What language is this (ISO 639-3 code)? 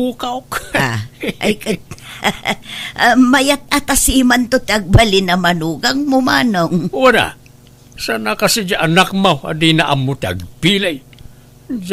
ilo